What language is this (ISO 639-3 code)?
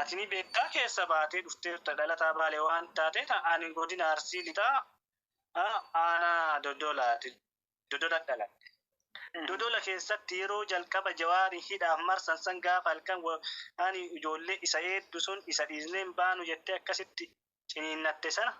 orm